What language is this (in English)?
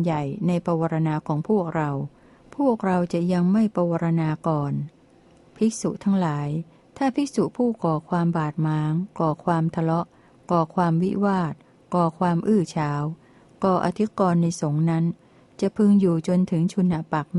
Thai